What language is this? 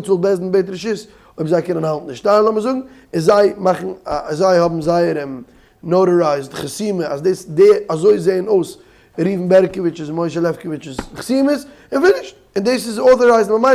Yiddish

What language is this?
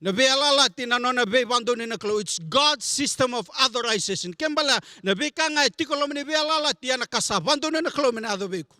Fijian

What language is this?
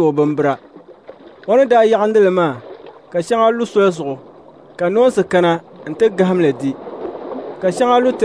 Dagbani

